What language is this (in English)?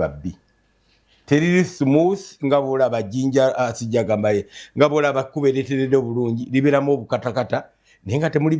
Ganda